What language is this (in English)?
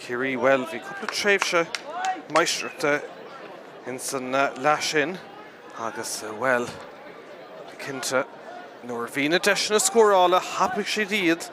Irish